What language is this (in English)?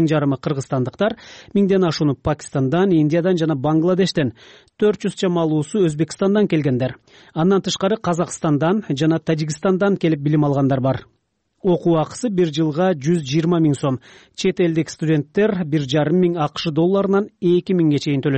Kyrgyz